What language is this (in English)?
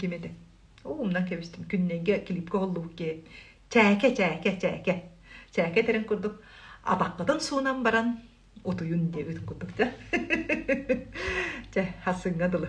Yakut